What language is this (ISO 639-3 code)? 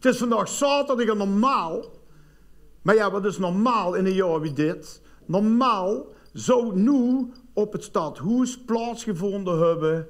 lim